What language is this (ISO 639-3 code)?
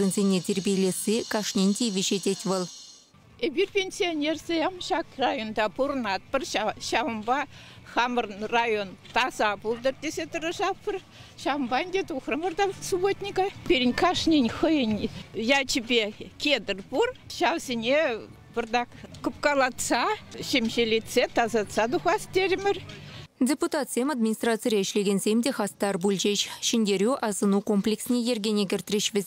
chv